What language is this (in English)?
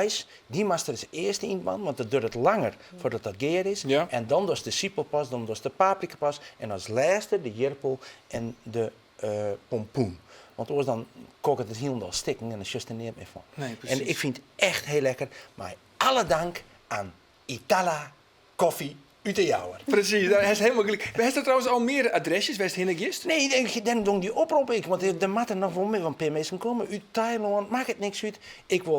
Western Frisian